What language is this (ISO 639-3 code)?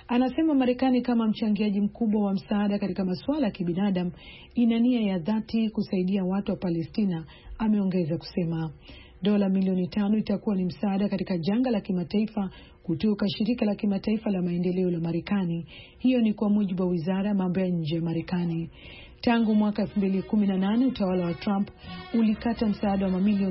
swa